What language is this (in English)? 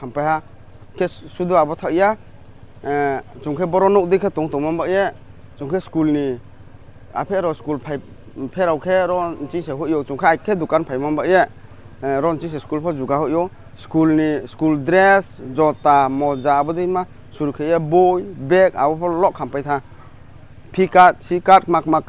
Riang (India)